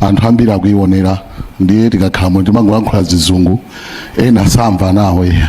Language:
Nyanja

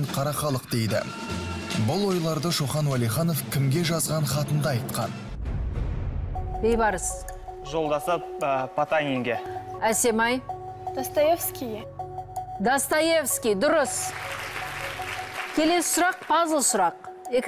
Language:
Kazakh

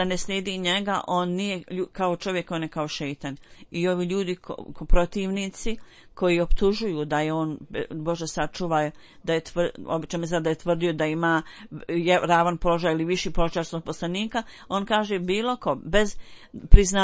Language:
Bosnian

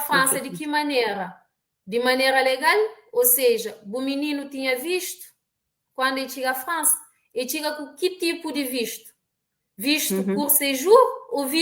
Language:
Kabuverdianu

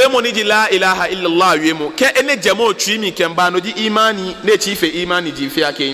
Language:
Ga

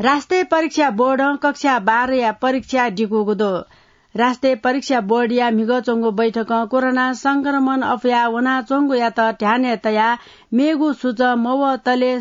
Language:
Newari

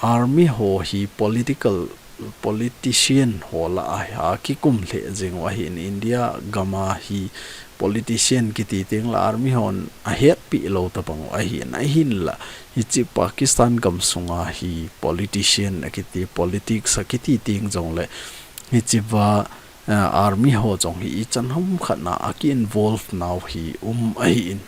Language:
Thado Chin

